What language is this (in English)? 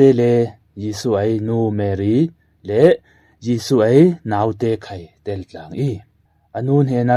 Falam Chin